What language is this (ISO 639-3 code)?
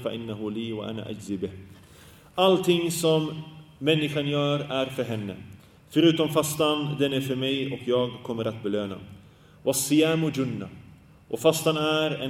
swe